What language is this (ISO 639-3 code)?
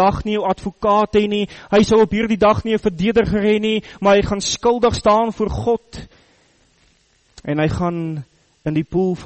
afr